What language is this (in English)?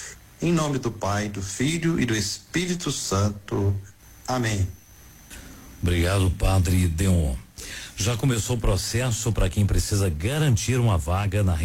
Portuguese